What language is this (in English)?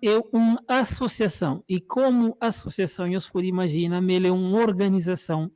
Kabuverdianu